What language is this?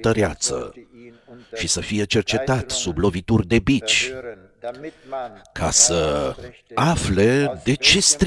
Romanian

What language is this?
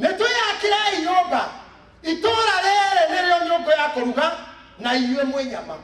Kikuyu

